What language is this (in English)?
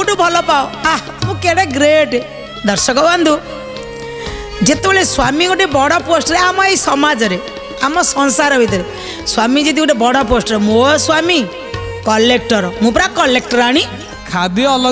Odia